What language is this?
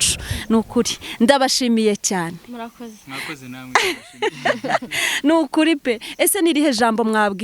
Kinyarwanda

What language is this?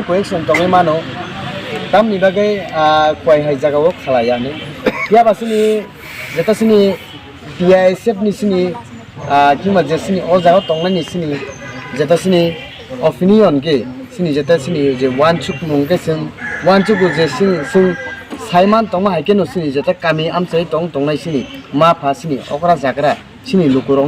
Kok Borok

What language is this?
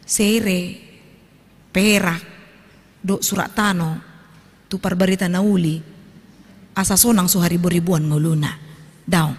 Batak Toba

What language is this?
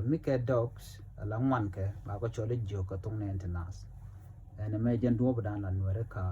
Nuer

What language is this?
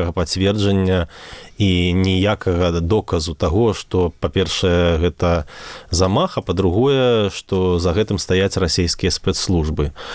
Belarusian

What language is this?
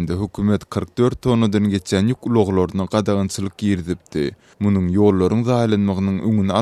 Turkmen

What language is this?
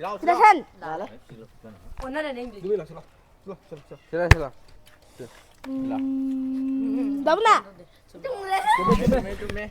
Manipuri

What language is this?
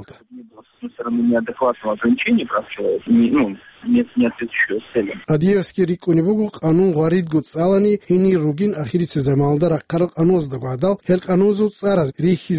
Avaric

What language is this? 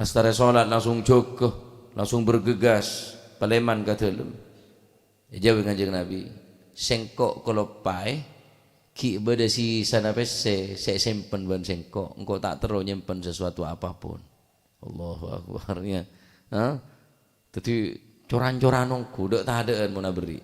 Madurese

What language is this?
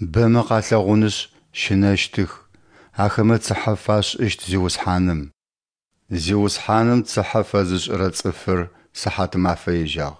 Adyghe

